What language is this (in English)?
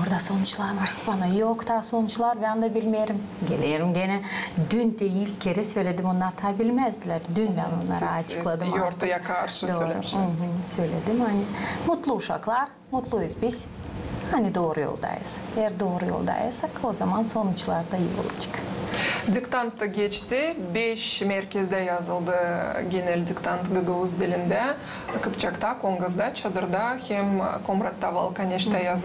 Gagauz